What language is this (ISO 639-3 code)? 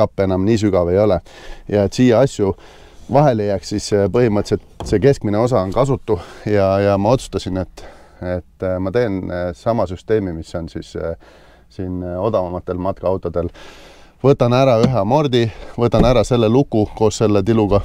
est